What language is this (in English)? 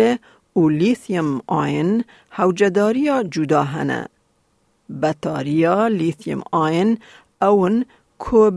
Kurdish